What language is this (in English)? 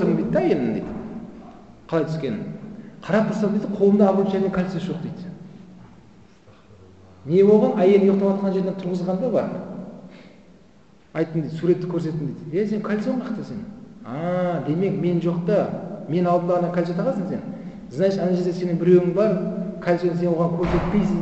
Kazakh